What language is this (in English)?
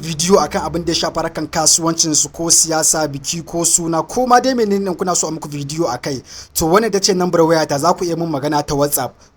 Hausa